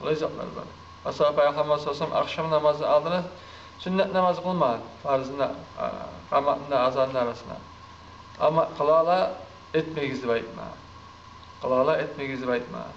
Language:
Kumyk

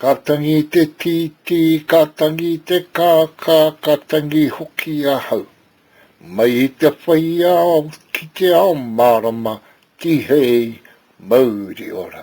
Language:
Māori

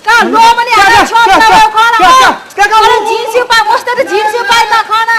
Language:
Newari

